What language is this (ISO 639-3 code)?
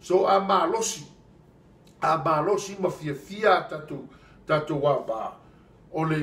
smo